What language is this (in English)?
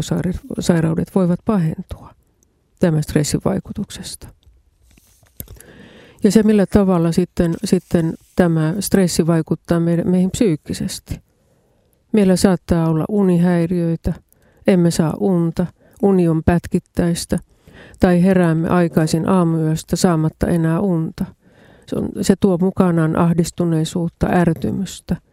Finnish